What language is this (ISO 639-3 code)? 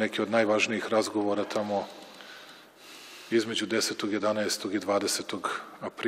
srp